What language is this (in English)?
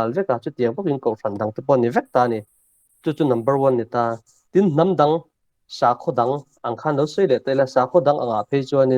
Mizo